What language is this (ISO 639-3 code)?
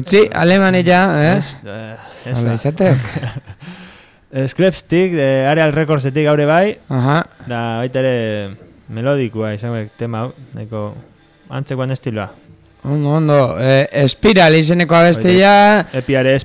eus